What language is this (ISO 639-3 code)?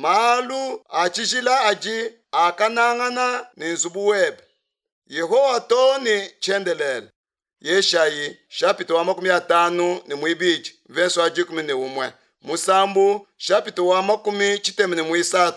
lua